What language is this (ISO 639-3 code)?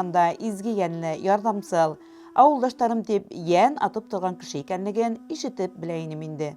bak